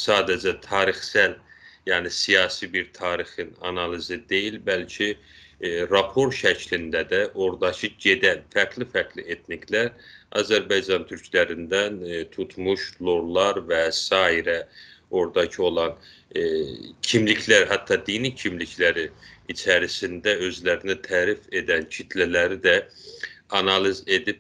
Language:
South Azerbaijani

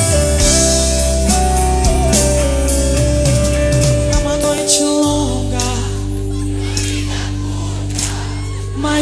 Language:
Portuguese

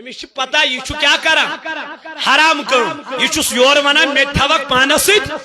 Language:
Kashmiri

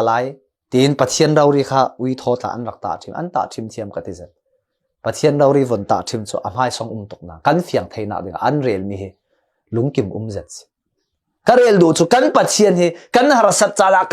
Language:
Falam Chin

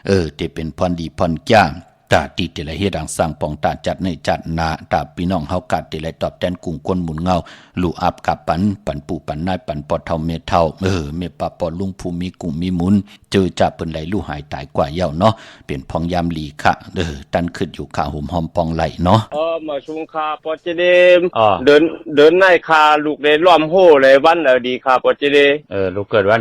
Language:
Shan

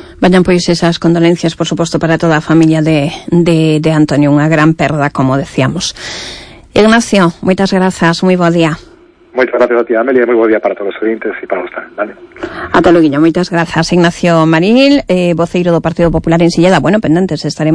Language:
Galician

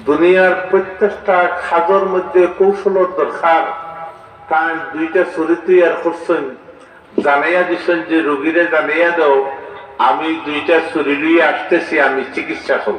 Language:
Sylheti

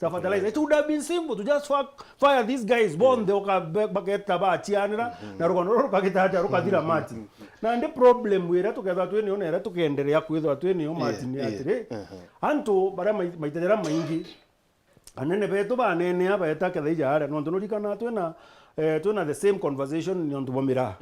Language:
Meru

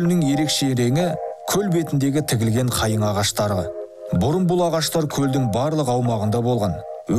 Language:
Kazakh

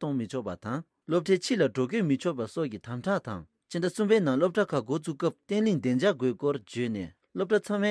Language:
Tibetan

